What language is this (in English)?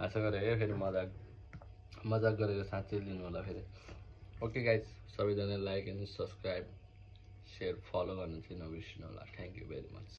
Nepali